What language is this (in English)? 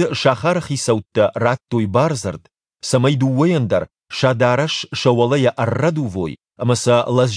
Ossetic